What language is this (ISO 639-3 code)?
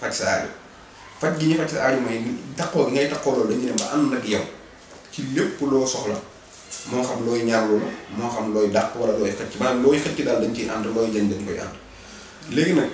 wol